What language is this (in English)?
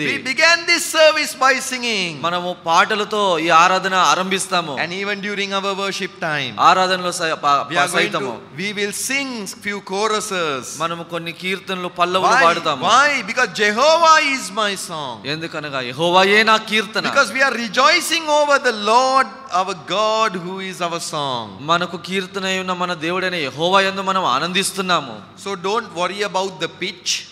Telugu